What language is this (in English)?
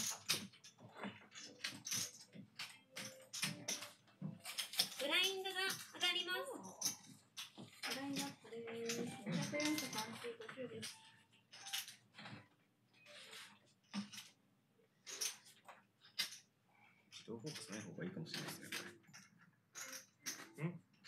Japanese